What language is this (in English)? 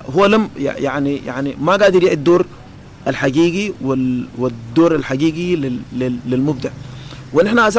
Sudanese Arabic